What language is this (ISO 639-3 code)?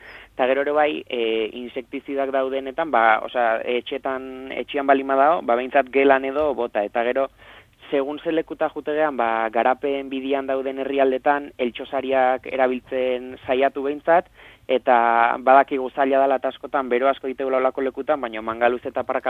eus